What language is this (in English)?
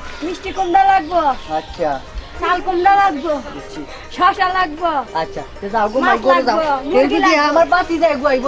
Sylheti